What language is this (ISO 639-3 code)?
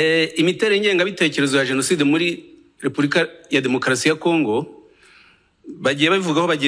kin